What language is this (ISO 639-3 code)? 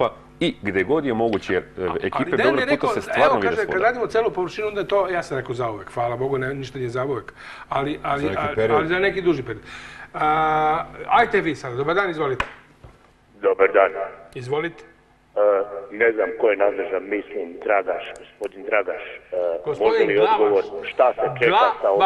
srp